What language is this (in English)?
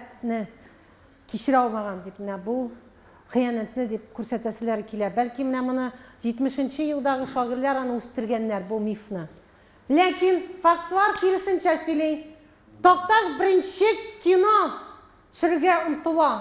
Tatar